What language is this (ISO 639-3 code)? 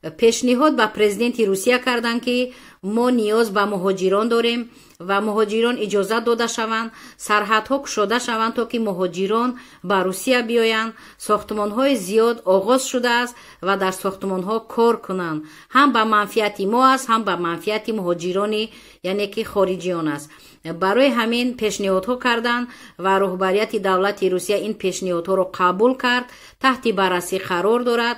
tgk